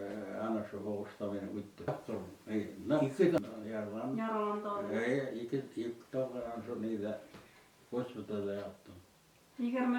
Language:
Bashkir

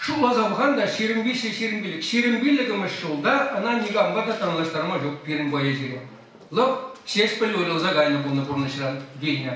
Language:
Chuvash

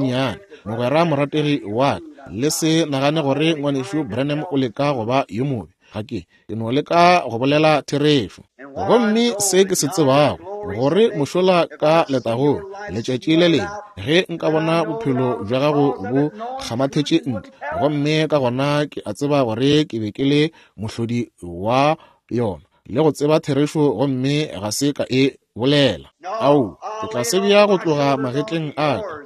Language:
Northern Sotho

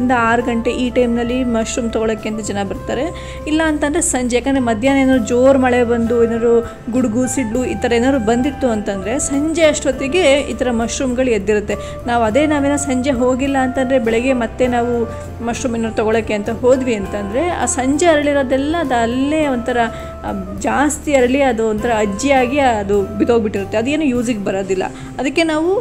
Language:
Kannada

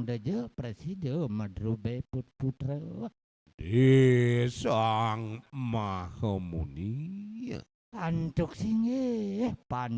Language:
Balinese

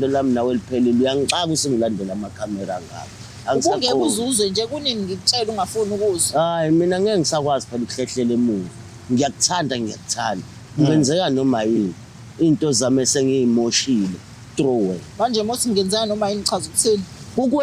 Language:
Zulu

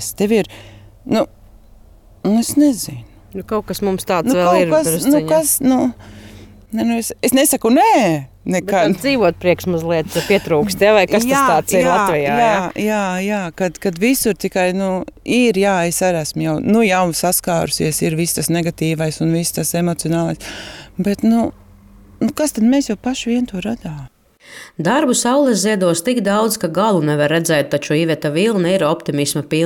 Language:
Latvian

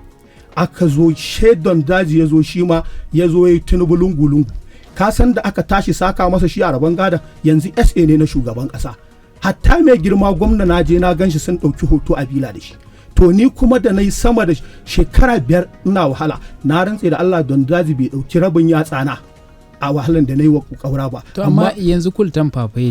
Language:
Hausa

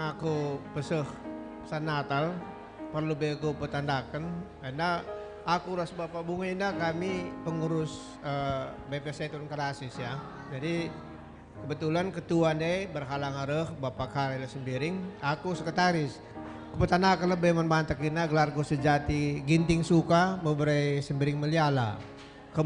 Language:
Batak Karo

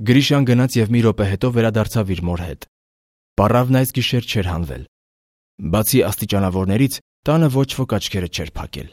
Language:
Armenian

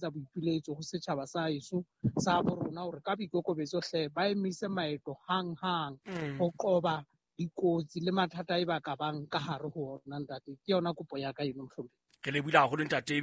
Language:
Southern Sotho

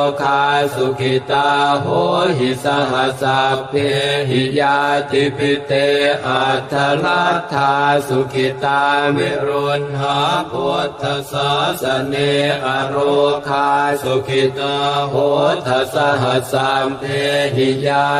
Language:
Pali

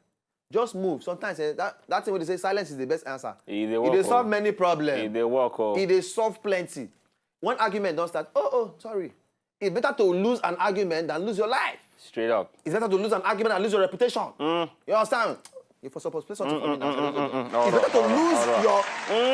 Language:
Nigerian Pidgin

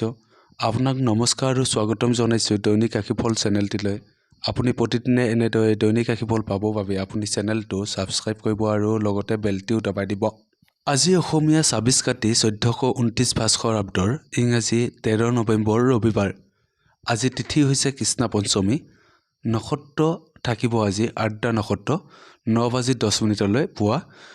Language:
Assamese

